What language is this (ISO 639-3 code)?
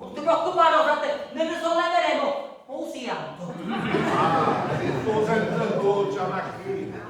scn